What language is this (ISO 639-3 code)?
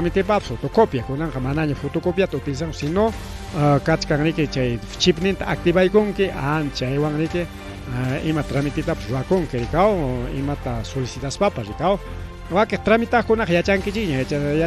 quy